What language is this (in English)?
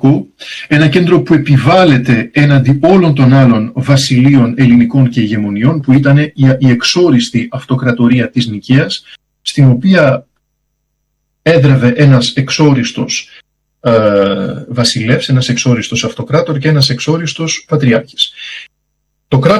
Greek